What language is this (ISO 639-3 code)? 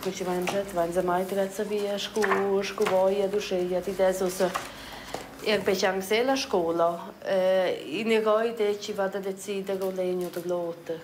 roh